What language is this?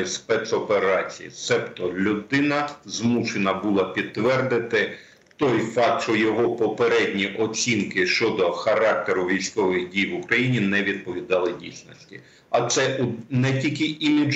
Ukrainian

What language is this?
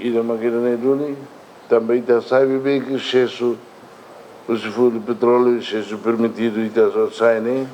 Tetum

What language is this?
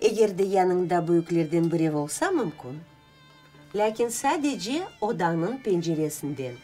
Crimean Tatar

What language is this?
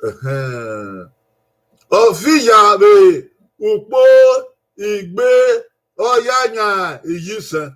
Bini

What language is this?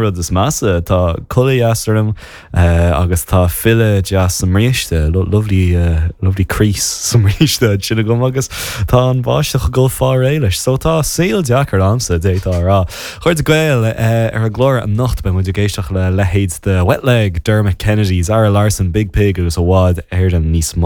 Irish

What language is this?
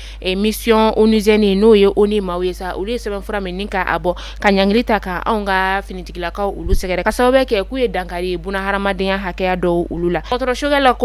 Bambara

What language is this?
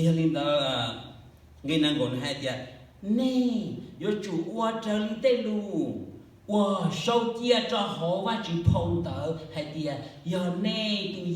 Hmong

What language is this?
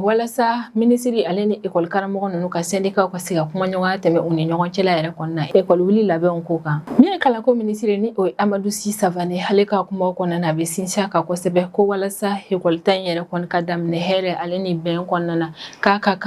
Bambara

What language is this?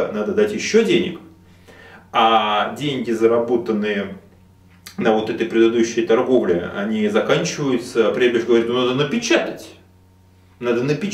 Russian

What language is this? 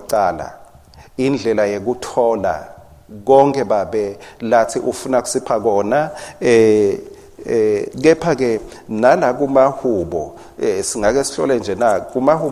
Swati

